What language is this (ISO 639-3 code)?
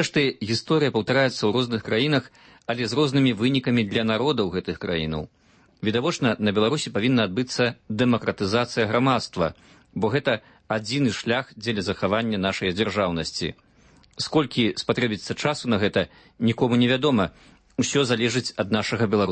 bel